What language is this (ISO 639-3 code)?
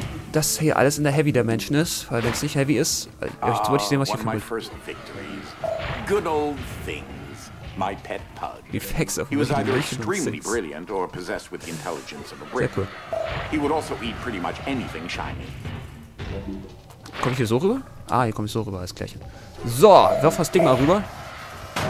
deu